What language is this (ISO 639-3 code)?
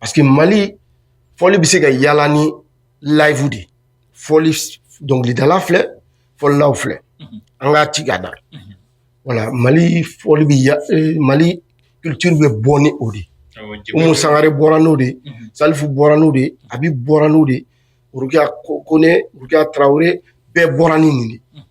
bam